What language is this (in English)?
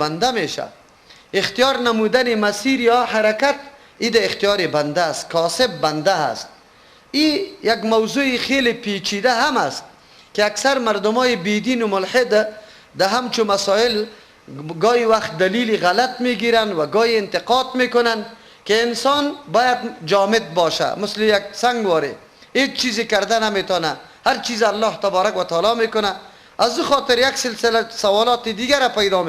Persian